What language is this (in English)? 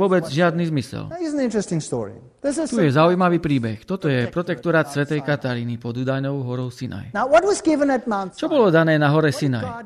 Slovak